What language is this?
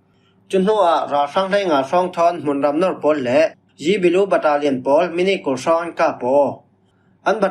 Falam Chin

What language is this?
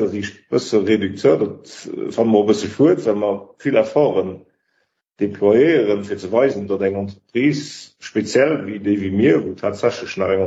Luxembourgish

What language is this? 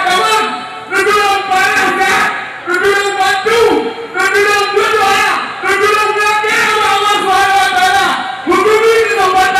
Achinese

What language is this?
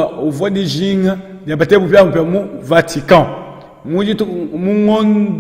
Luba-Lulua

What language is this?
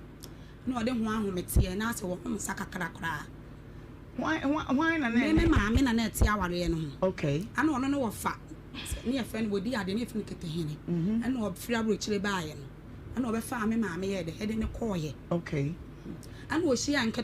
Akan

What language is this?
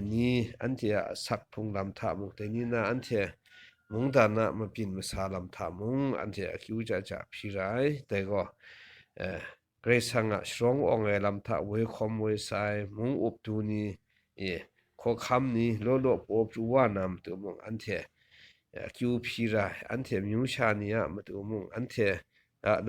Kachin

